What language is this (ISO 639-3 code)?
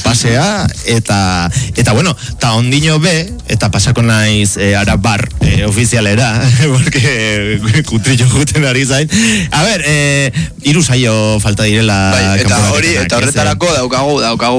eus